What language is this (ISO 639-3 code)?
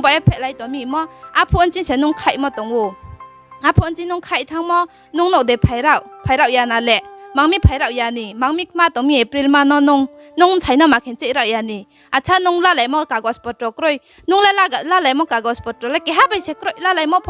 ria